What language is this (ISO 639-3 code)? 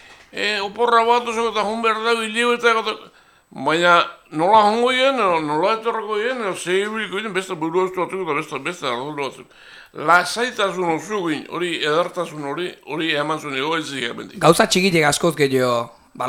eus